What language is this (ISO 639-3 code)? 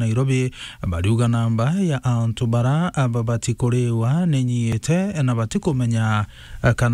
mer